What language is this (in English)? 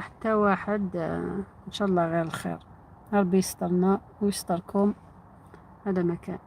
Algerian Arabic